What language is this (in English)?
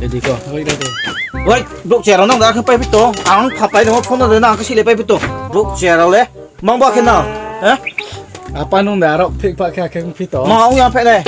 Riang (India)